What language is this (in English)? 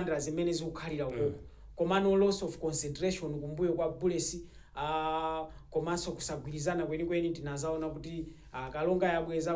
Nyanja